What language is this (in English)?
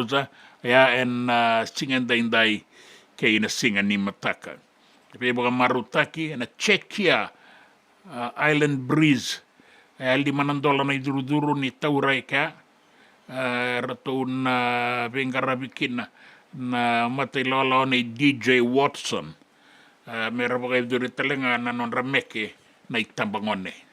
Fijian